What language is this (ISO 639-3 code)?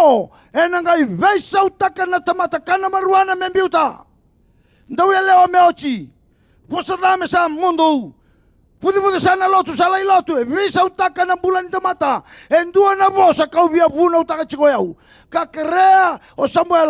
fij